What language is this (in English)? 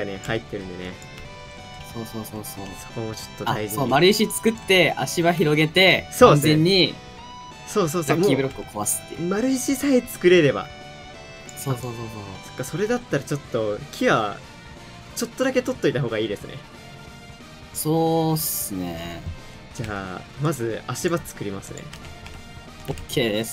Japanese